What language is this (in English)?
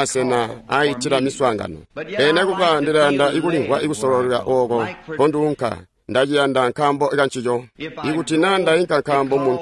Tonga (Zambia)